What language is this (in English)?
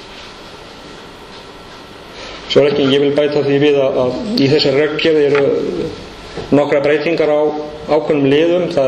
Icelandic